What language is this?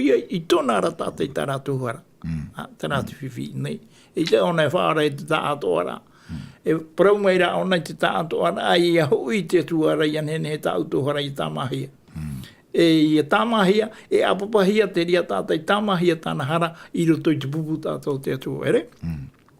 Tahitian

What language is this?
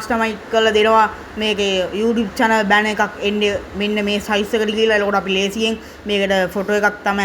Sinhala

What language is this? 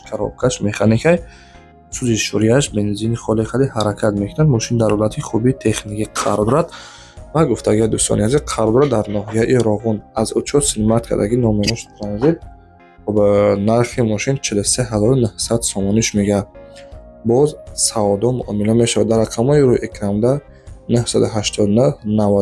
Tajik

